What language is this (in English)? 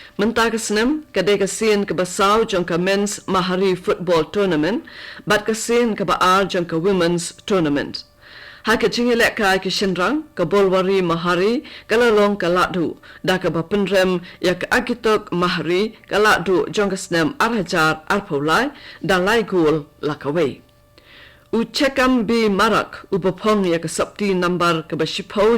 Khasi